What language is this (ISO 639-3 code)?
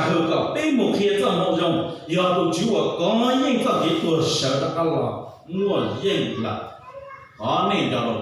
hmn